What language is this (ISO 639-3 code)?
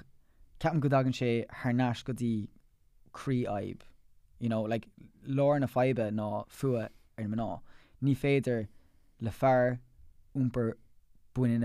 gle